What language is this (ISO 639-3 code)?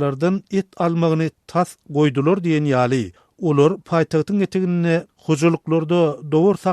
tuk